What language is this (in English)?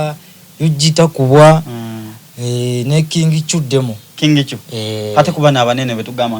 Soga